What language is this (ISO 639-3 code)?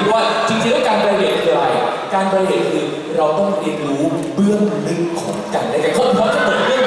tha